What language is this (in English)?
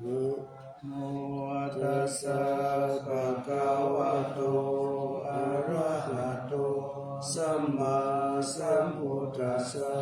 Pali